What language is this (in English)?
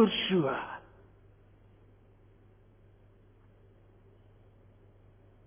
Afrikaans